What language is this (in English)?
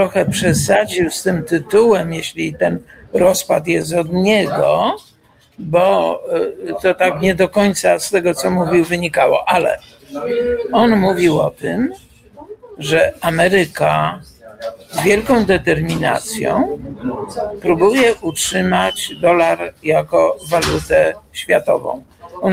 Polish